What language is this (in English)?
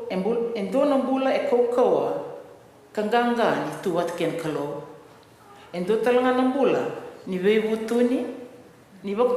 Fijian